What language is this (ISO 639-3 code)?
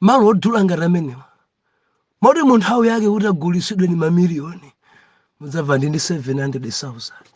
nya